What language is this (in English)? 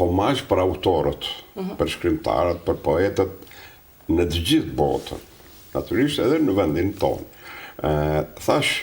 Albanian